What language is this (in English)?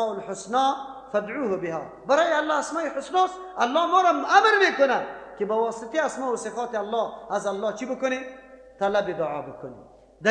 Persian